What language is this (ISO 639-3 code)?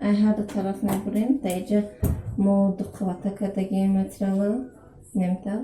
tgk